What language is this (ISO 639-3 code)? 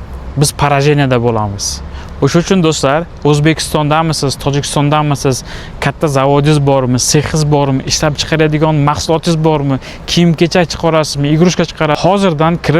uzb